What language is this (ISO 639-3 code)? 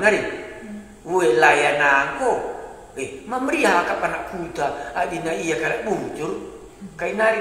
btx